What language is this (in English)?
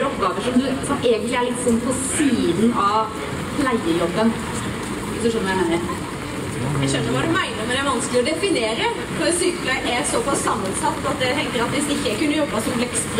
Norwegian